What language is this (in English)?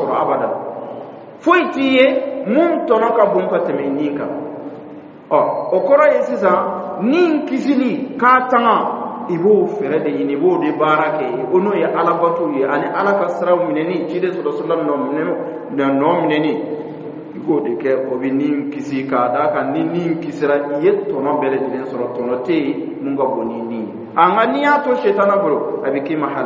Dyula